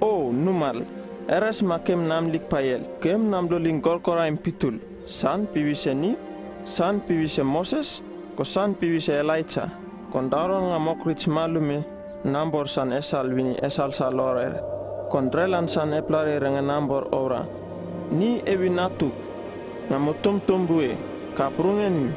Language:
Uripiv-Wala-Rano-Atchin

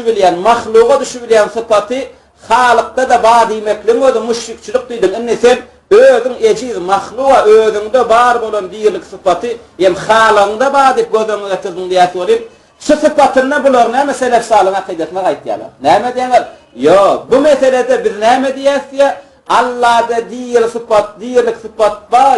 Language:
Turkmen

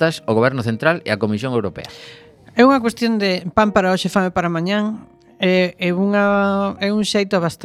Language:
Galician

